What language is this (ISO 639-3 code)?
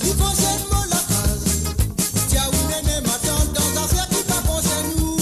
mfe